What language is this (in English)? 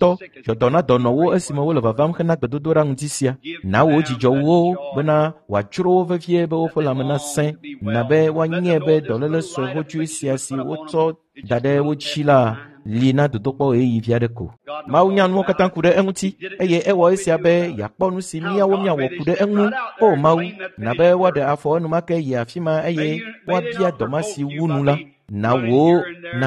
Ewe